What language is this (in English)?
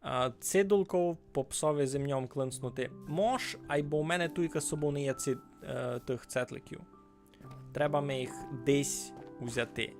Rusyn